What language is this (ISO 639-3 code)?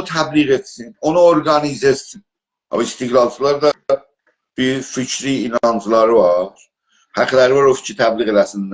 azb